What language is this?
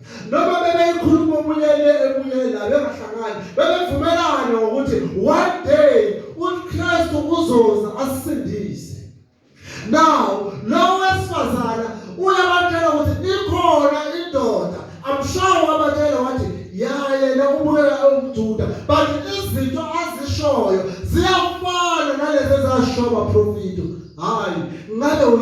Zulu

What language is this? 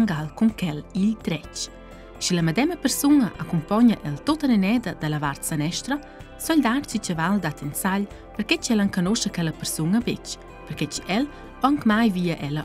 Romansh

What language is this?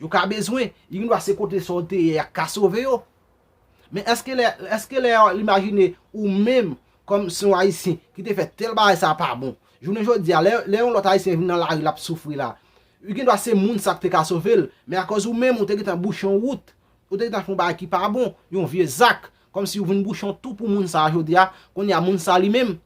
Haitian Creole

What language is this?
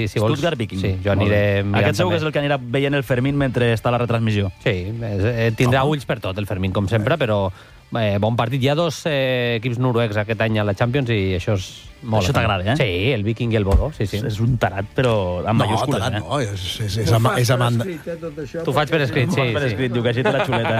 Catalan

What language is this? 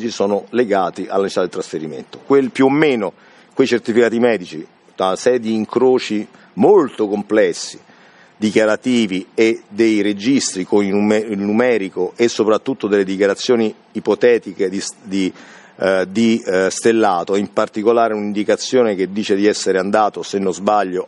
Italian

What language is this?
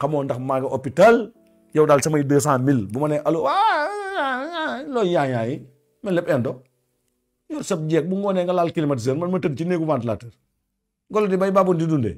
Wolof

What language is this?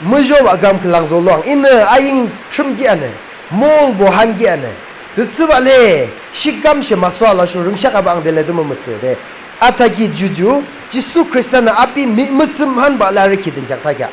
Yimchungru Naga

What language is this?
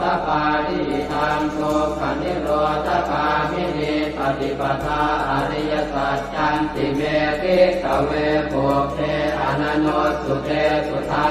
Pali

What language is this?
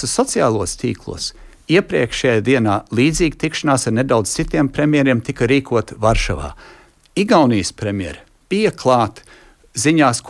Latvian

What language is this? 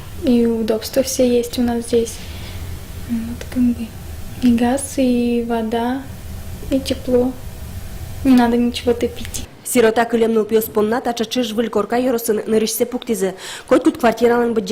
Udmurt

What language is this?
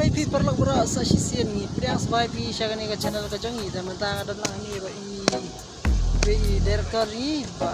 Khasi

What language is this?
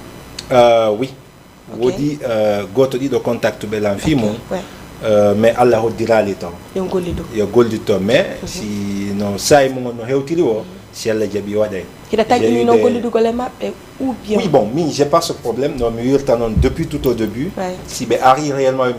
Fula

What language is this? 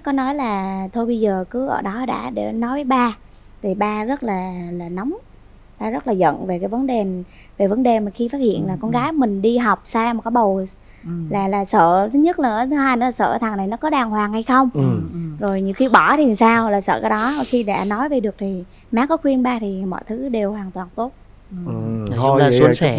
Vietnamese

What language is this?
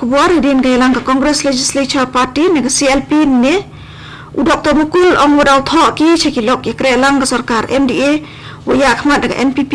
Khasi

